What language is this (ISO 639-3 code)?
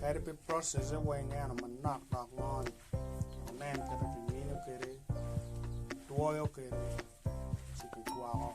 ach